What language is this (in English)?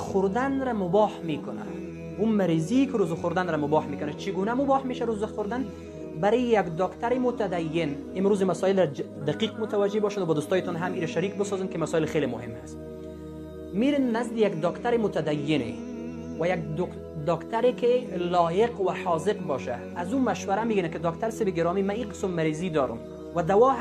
Persian